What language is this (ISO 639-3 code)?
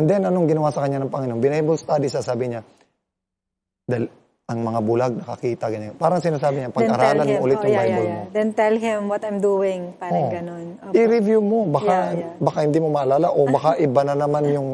fil